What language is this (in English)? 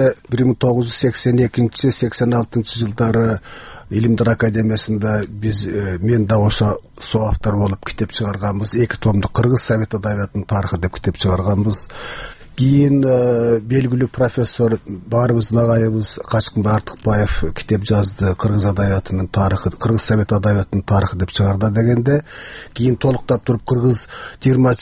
Kyrgyz